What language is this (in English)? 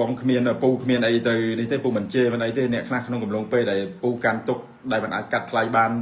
Khmer